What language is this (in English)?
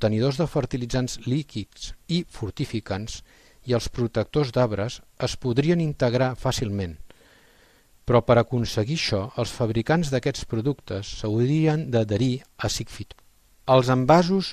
Catalan